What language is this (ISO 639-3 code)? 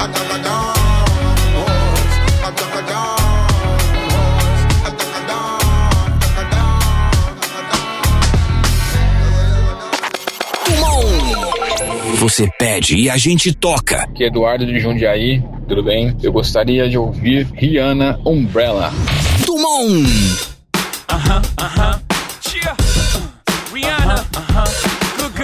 por